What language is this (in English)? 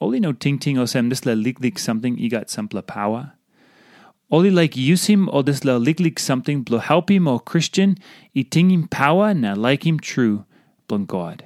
Tok Pisin